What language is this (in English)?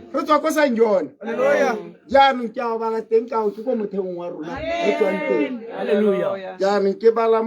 Tswana